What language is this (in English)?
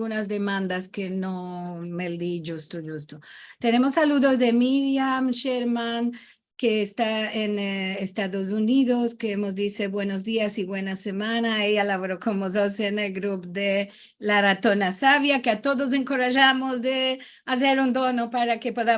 Ladino